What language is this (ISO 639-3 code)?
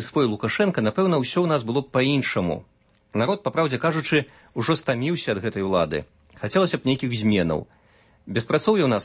bel